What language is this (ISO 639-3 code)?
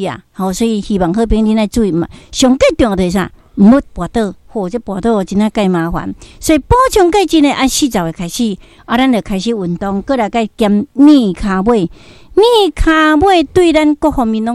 nan